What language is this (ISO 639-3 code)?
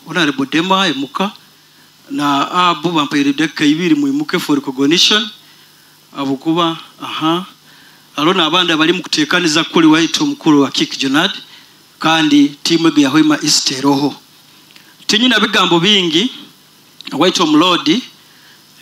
nyo